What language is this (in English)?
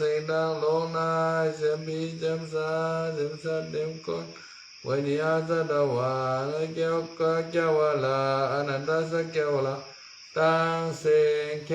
Shan